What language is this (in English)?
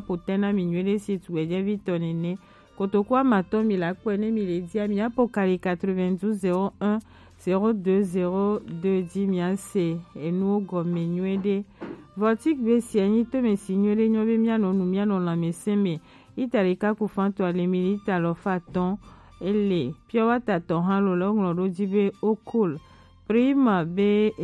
Gen